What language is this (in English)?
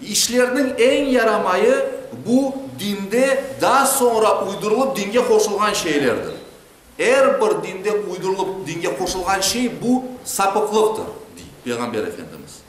Crimean Tatar